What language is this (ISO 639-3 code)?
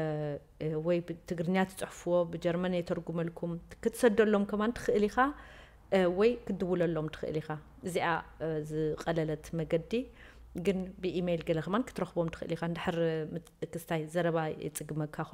tir